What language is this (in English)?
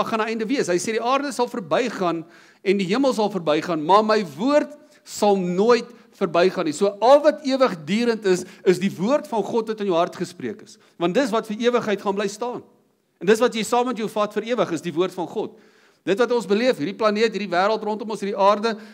Afrikaans